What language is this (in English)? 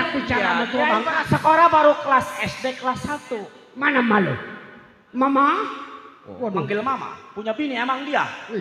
Betawi